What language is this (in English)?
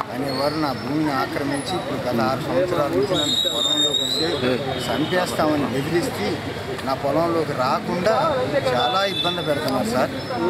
Telugu